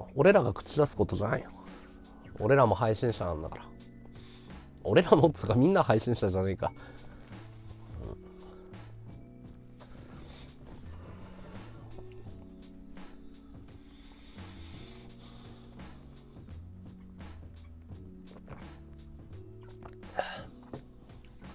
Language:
Japanese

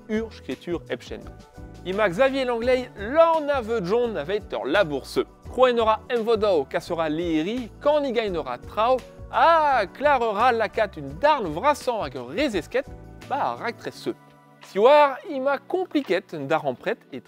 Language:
Breton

